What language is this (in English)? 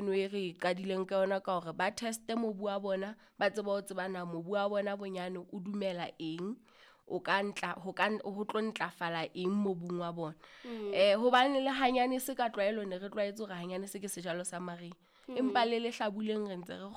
Southern Sotho